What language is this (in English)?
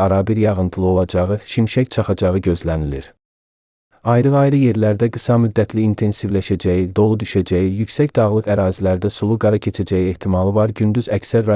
Azerbaijani